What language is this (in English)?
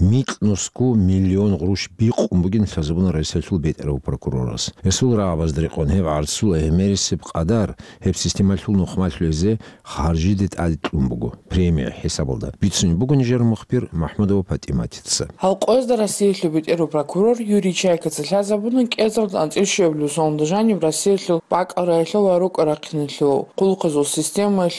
Avaric